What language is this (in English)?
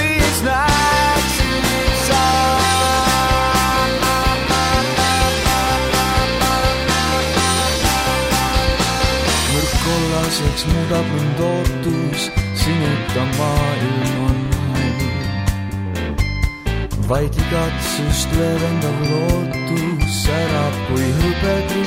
Estonian